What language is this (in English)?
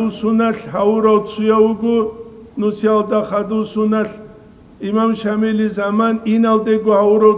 Avaric